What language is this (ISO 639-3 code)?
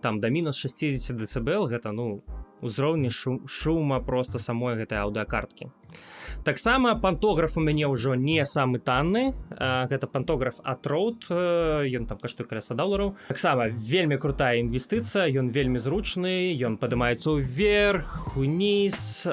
bel